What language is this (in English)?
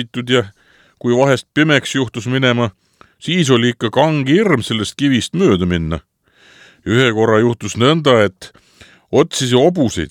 Estonian